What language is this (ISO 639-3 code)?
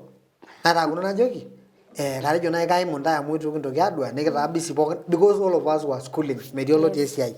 mas